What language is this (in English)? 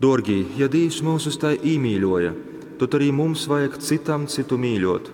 Latgalian